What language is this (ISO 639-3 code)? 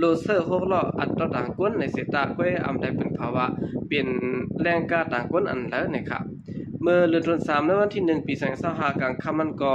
shn